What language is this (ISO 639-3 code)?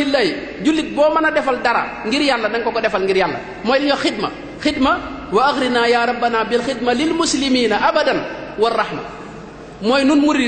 wol